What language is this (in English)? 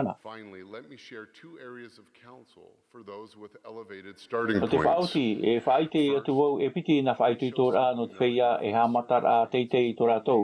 Tahitian